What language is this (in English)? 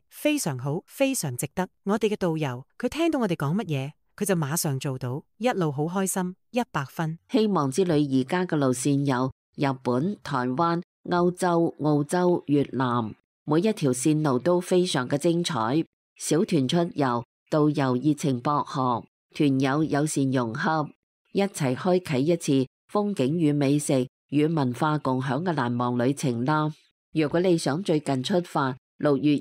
Cantonese